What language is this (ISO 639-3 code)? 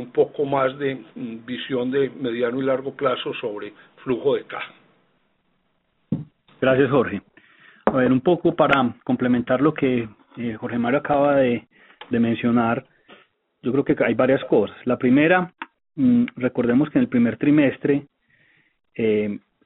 spa